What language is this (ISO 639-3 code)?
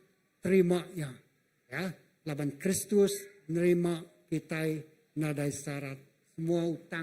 iba